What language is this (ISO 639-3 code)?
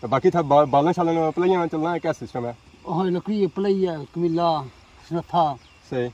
phr